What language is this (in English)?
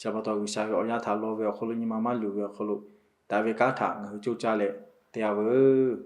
Lahu